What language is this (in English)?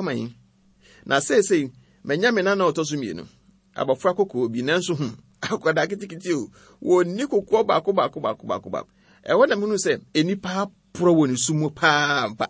Akan